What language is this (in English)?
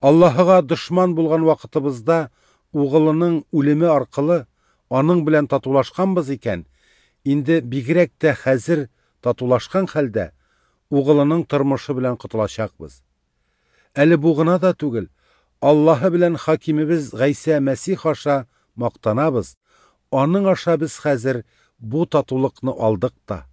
Tatar